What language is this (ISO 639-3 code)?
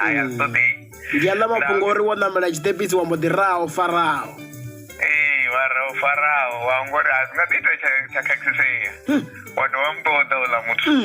ven